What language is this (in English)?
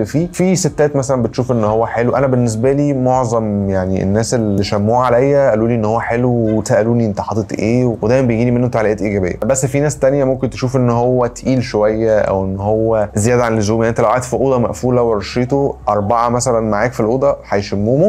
Egyptian Arabic